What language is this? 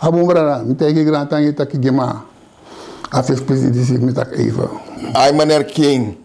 Sranan Tongo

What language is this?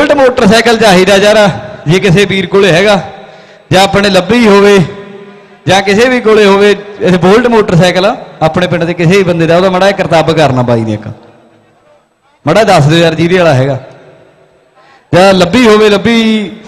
Punjabi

